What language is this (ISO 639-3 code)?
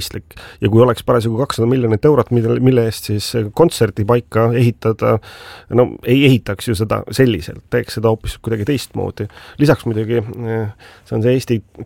est